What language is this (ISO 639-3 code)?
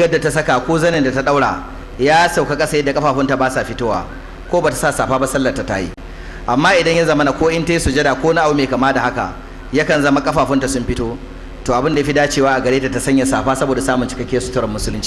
hau